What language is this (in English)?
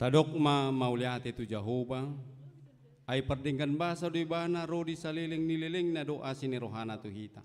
Batak Toba